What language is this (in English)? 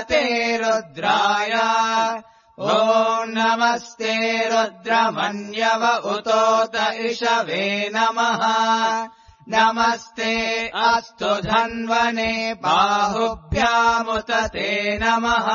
Sanskrit